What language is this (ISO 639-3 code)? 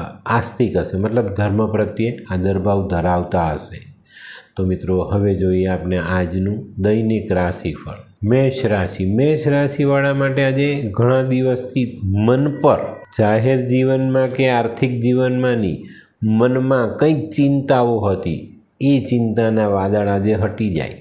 guj